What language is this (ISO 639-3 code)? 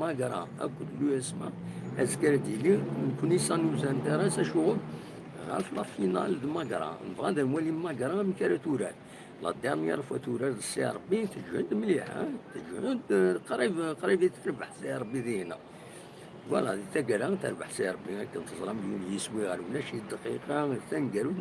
kab